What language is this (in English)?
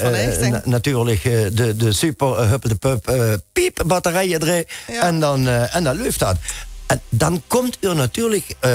Limburgish